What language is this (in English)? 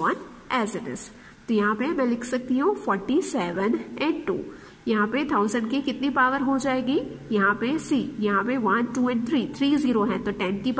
Hindi